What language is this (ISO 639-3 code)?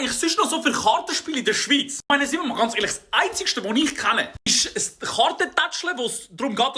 gsw